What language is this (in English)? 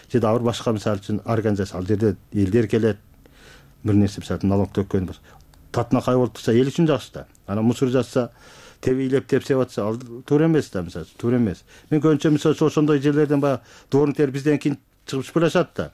Kyrgyz